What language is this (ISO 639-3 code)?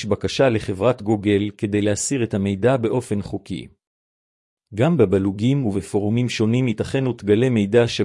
heb